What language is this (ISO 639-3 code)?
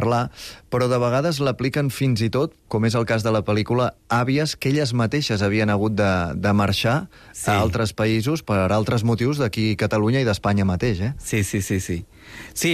cat